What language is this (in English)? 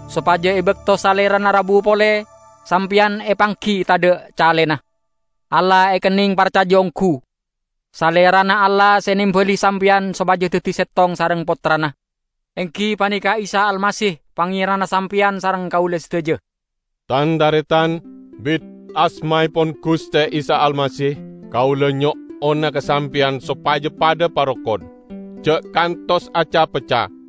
Madurese